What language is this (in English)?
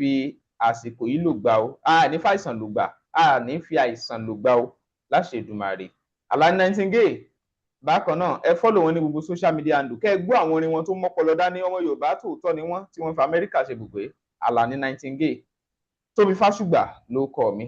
Yoruba